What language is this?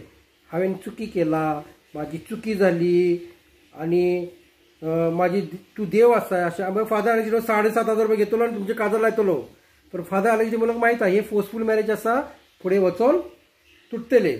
Konkani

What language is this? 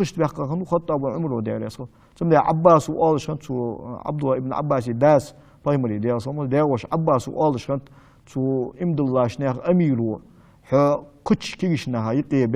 Ingush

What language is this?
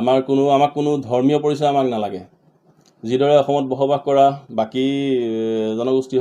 Assamese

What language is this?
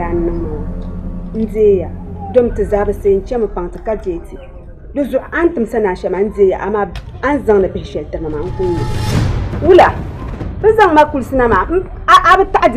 Dagbani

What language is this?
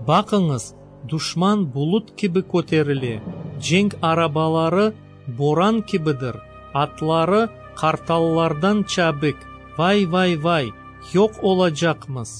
Crimean Tatar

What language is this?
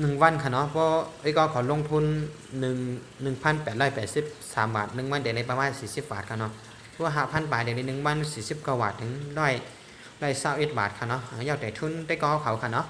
Shan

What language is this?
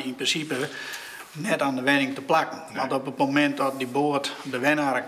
Western Frisian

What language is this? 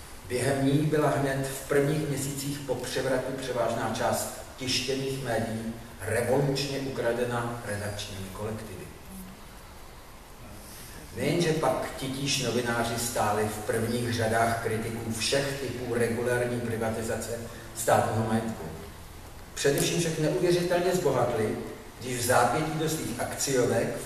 Czech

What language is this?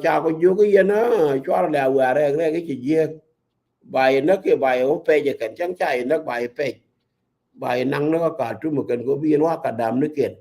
Nuer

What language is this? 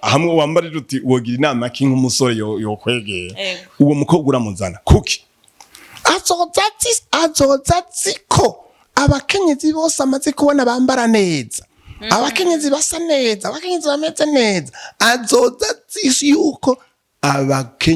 Rundi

